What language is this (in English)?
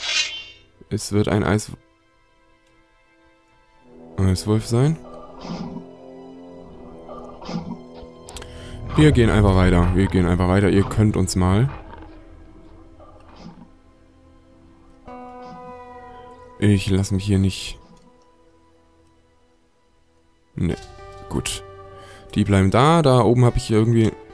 German